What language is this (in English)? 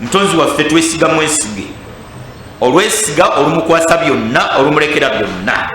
Ganda